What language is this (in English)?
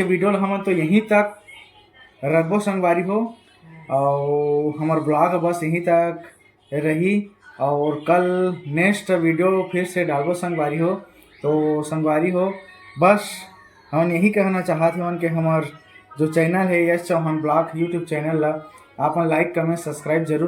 Chhattisgarhi